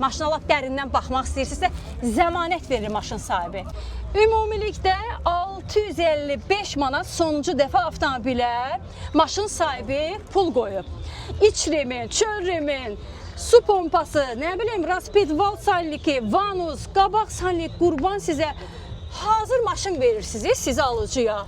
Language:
Azerbaijani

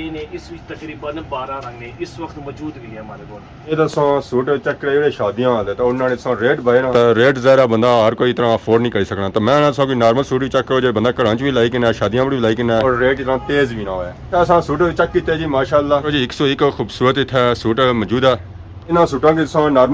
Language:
Pahari-Potwari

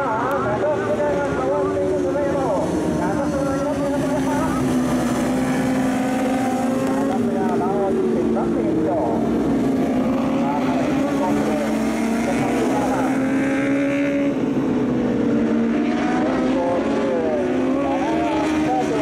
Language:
Japanese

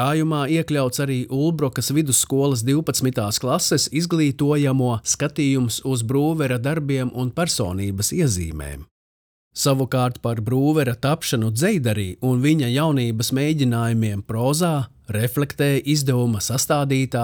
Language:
Latvian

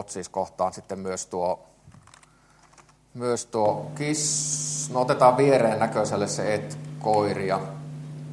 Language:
Finnish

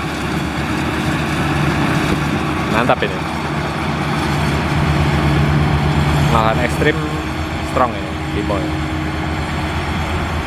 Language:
Indonesian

